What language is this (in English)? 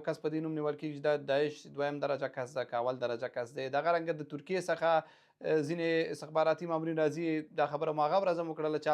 Pashto